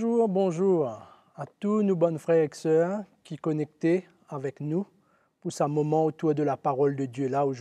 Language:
Morisyen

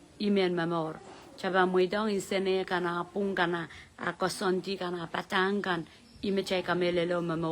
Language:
Pohnpeian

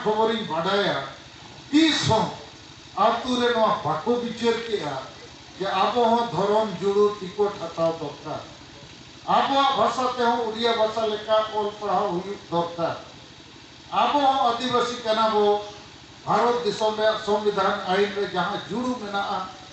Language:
Santali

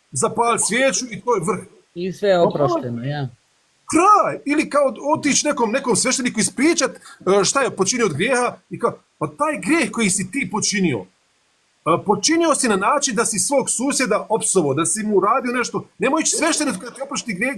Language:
Bosnian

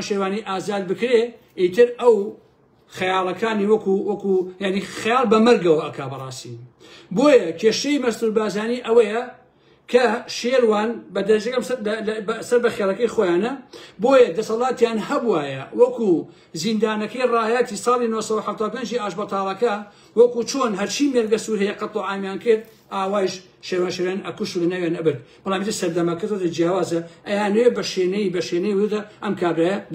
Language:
Central Kurdish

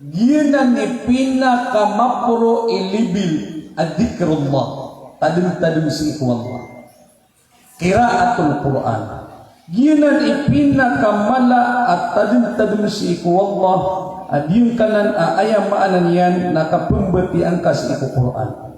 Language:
Maranao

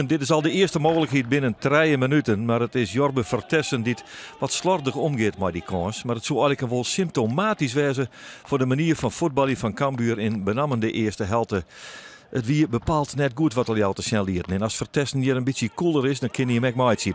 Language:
Western Frisian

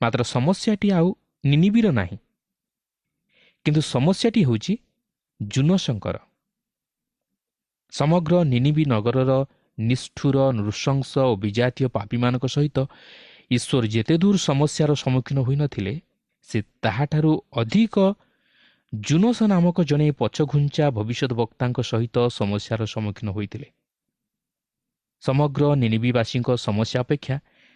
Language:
Odia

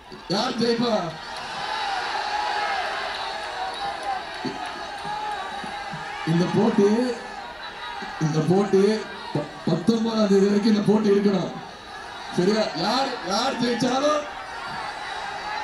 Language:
Tamil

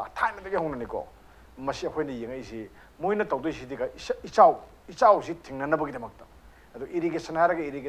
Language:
Manipuri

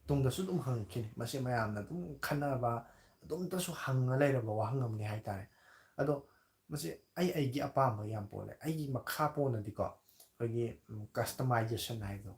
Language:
Manipuri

